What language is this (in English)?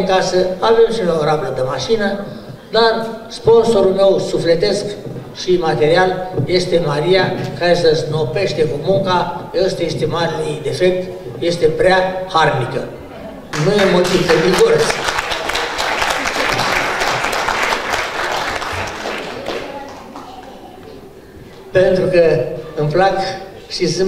Romanian